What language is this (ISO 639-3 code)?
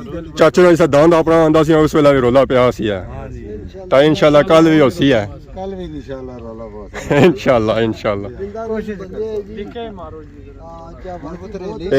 phr